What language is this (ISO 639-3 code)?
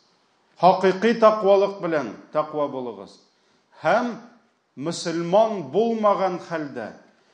tat